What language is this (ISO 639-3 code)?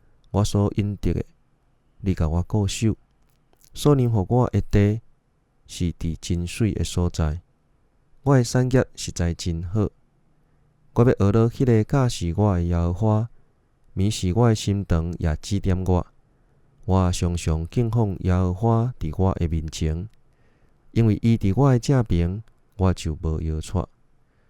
nan